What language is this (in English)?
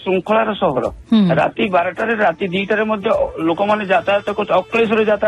Odia